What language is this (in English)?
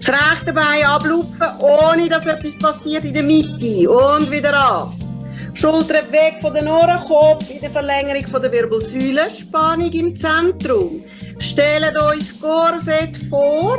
Swiss German